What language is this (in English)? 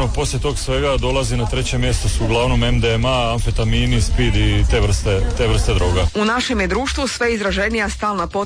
Croatian